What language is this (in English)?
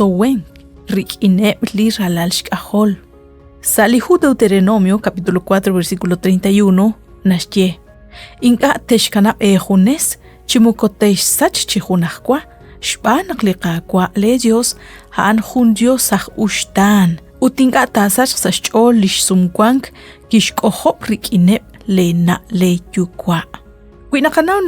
Kekchí